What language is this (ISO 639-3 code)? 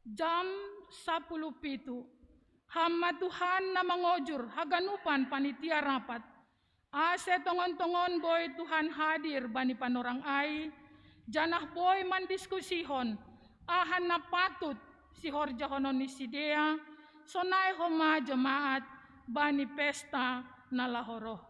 bts